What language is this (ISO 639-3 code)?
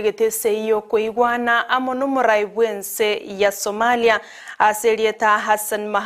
guz